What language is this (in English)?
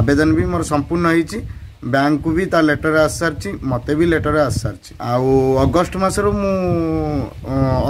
Odia